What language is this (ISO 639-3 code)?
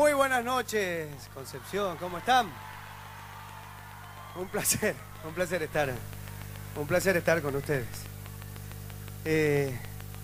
spa